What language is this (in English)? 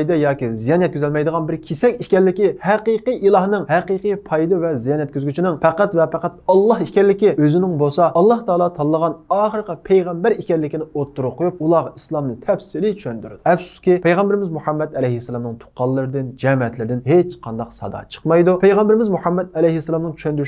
Uyghur